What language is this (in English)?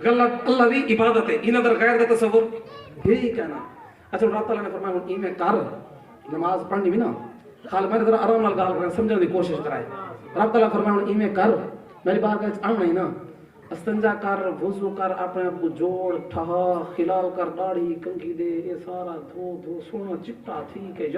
Saraiki